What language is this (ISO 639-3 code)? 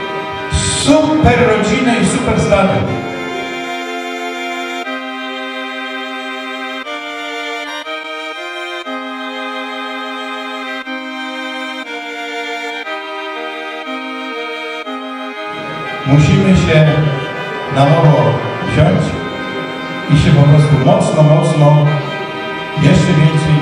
pol